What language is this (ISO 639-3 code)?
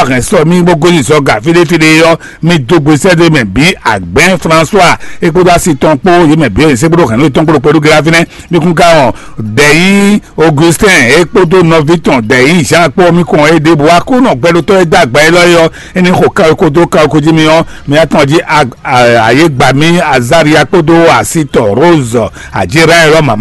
fon